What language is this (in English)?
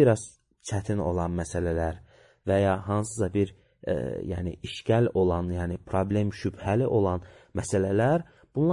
Azerbaijani